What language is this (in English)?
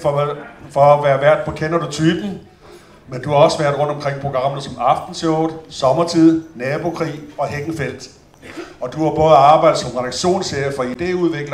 Danish